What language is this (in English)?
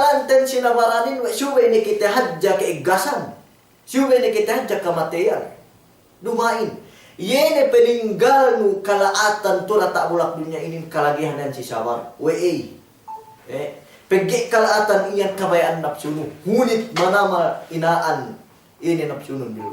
Yakan